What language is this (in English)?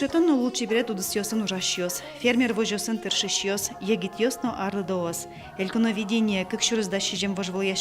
Udmurt